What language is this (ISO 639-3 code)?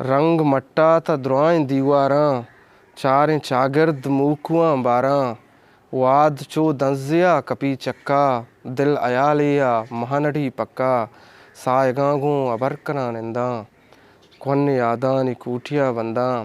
bgp